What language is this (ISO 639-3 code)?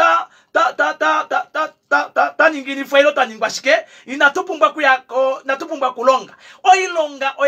kua